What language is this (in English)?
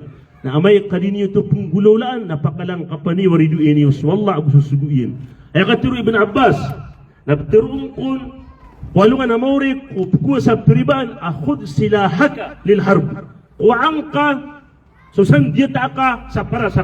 Maranao